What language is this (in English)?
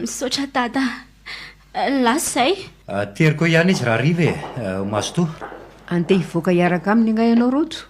Malagasy